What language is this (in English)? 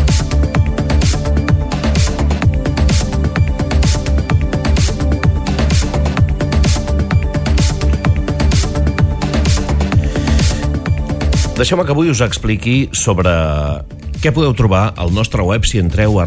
Catalan